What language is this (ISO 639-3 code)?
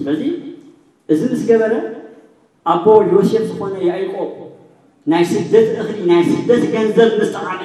tir